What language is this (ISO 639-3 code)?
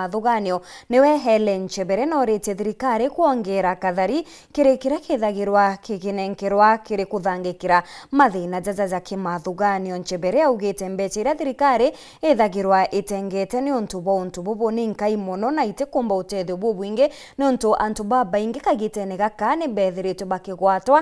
mer